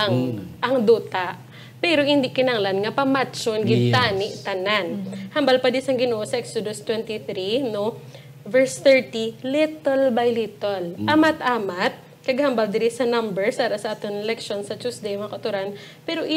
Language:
Hiligaynon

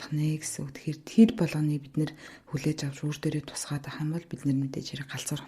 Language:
Mongolian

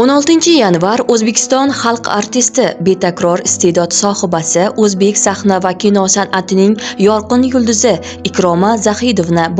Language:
Uzbek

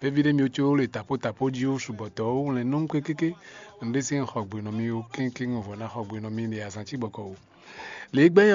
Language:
Fon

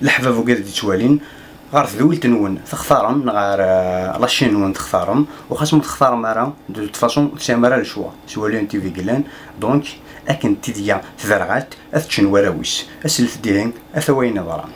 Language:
Kabyle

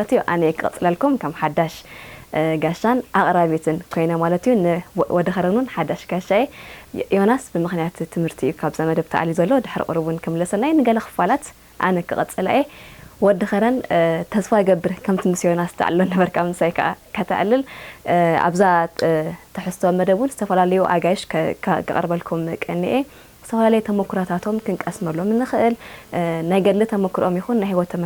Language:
Tigrinya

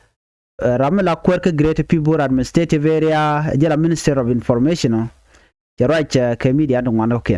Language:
Nuer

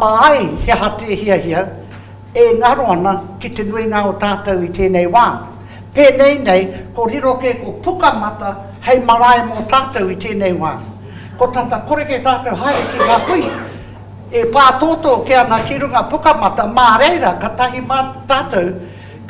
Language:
Māori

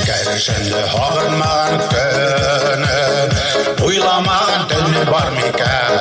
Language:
Bashkir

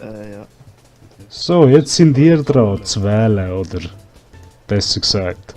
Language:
Swiss German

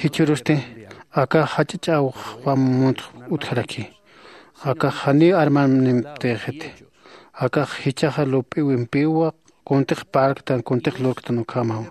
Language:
Aymara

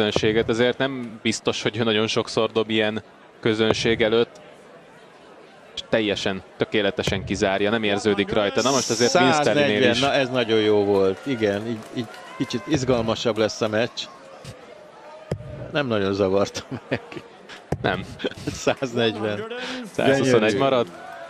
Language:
Hungarian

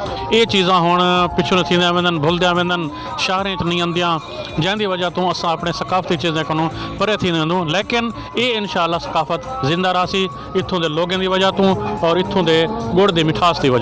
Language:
Saraiki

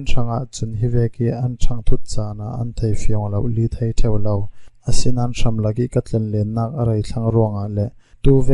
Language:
Falam Chin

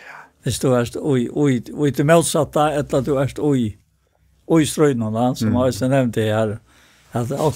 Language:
Faroese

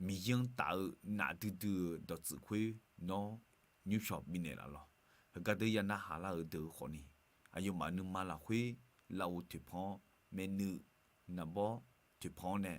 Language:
Akha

